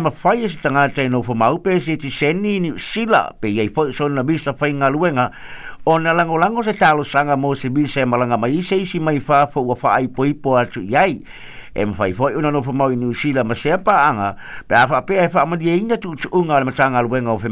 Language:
Samoan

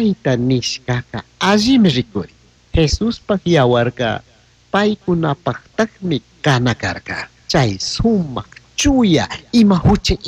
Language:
Chimborazo Highland Quichua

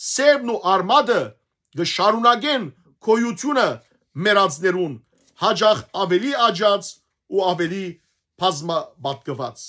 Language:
Western Armenian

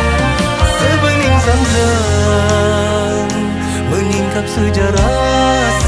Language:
Malay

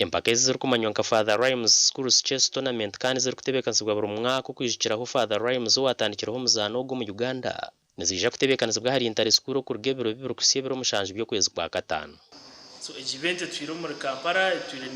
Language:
Nyankole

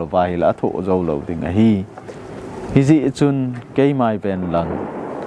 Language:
Thado Chin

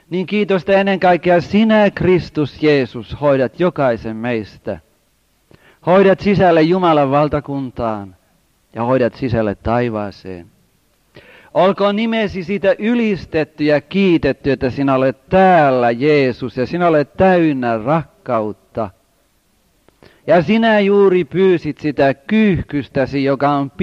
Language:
Finnish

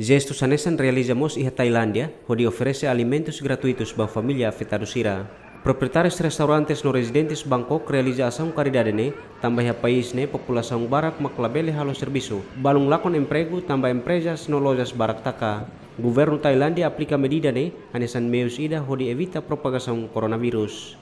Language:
Tetum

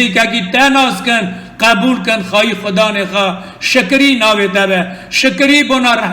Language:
Kurdish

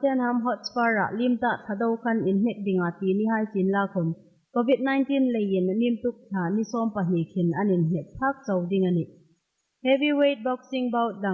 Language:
Hmar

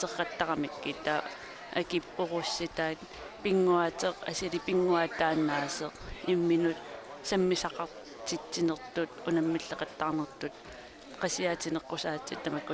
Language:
Kalaallisut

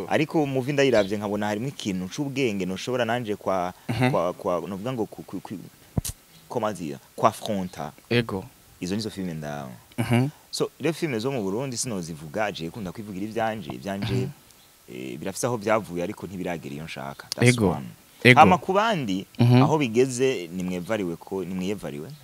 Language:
Rundi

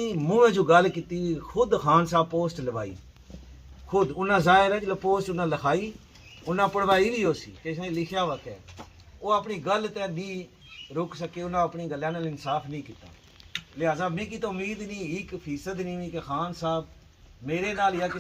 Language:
Pahari-Potwari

